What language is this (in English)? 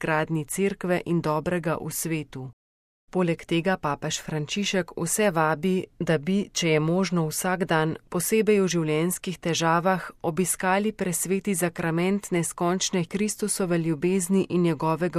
Slovenian